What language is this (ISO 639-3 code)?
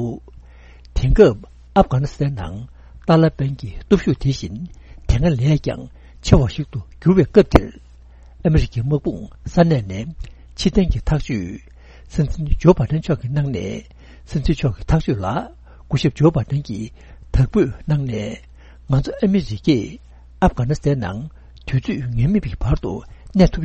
bod